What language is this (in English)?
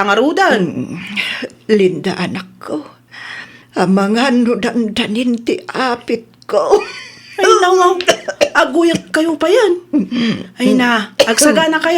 Iloko